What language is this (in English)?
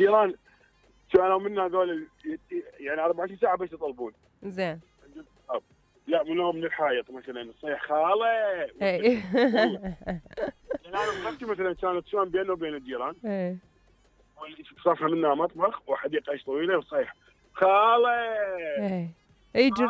Mesopotamian Arabic